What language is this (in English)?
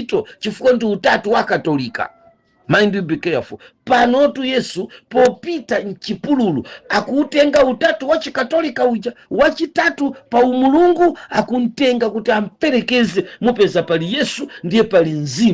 Nyanja